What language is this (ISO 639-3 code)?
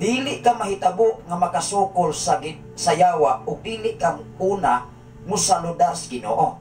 ceb